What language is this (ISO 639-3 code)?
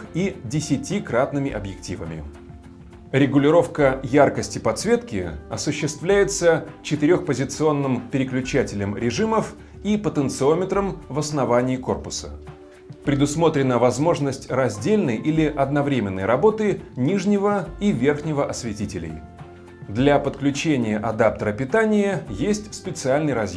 rus